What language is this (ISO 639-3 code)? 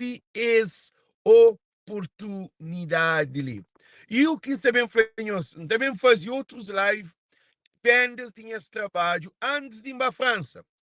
kea